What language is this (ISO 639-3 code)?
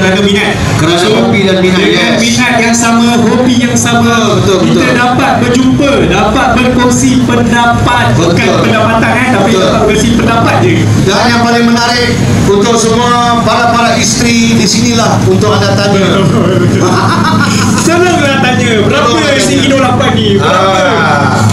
msa